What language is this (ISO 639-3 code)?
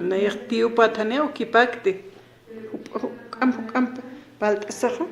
aym